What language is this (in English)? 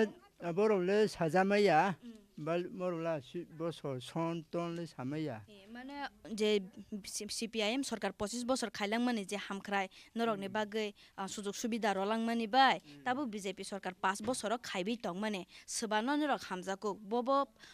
Kok Borok